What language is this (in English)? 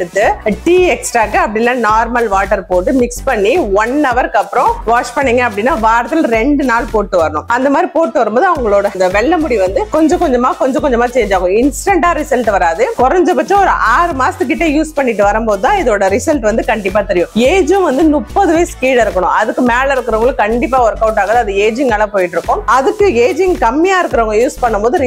Tamil